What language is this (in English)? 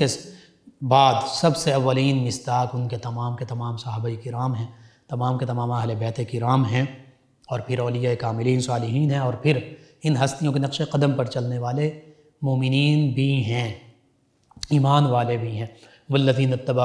Urdu